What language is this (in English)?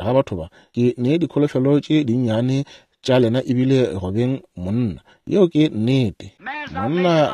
Northern Sotho